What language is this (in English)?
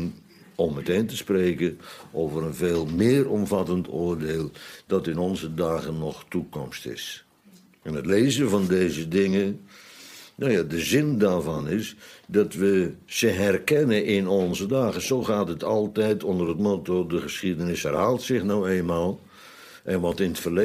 Dutch